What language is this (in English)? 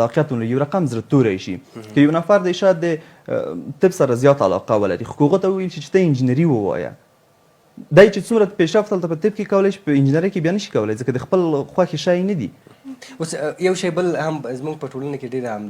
Pashto